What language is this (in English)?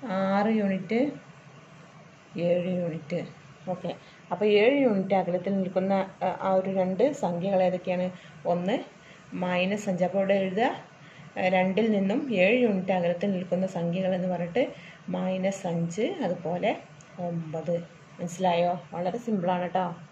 Malayalam